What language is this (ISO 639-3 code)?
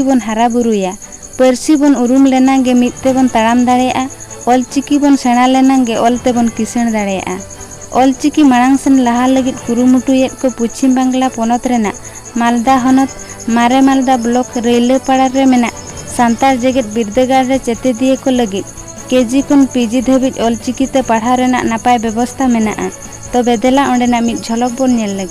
sat